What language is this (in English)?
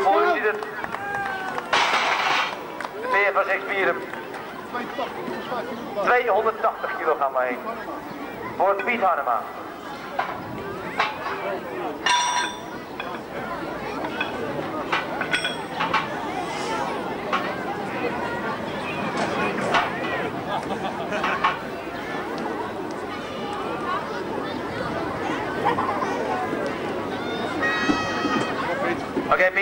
Dutch